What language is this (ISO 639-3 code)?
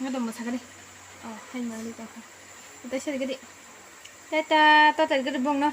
trp